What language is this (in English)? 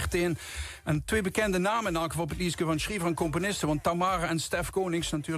Limburgish